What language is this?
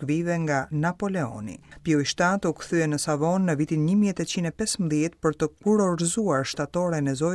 Albanian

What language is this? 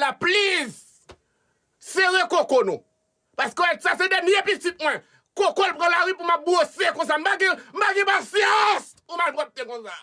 Haitian Creole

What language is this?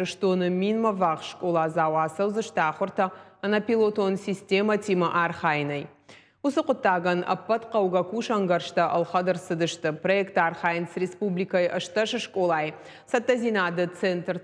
Ossetic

